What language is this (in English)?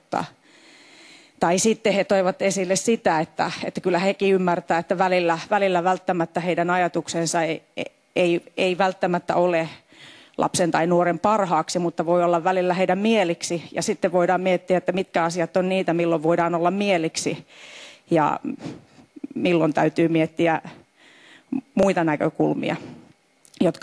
Finnish